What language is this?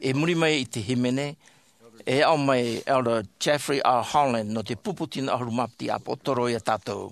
Tahitian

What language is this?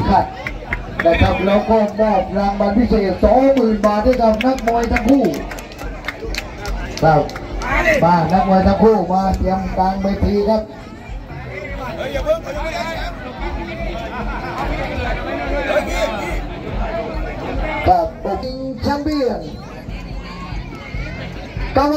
Thai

